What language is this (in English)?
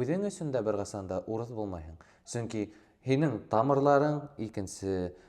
Bashkir